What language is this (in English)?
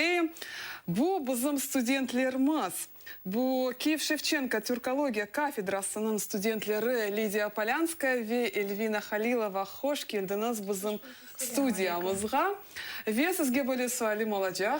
Crimean Tatar